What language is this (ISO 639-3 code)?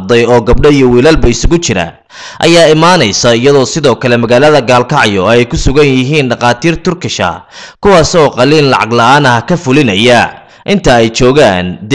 som